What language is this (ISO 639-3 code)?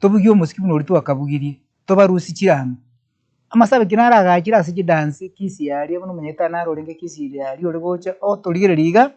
guz